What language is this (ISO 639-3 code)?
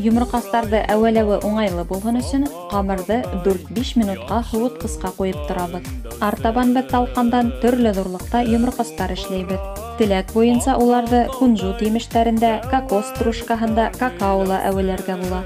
bak